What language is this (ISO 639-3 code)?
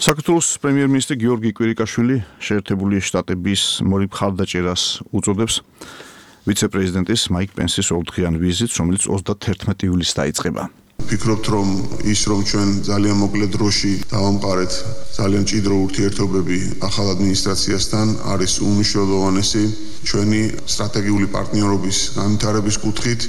kat